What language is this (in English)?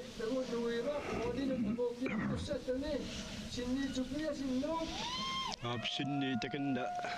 Kalaallisut